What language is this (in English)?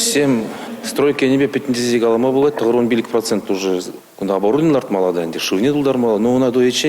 Chuvash